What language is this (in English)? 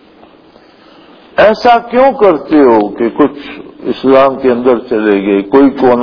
Urdu